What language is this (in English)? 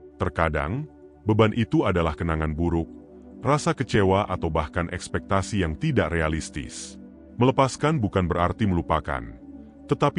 Indonesian